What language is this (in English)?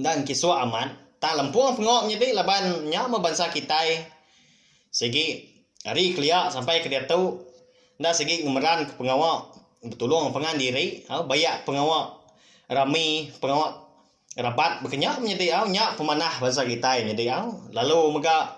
Iban